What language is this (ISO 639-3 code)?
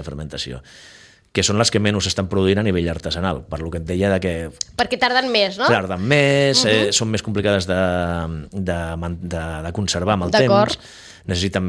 cat